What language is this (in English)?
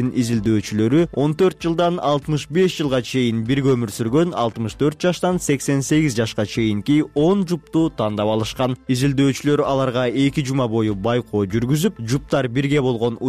Kyrgyz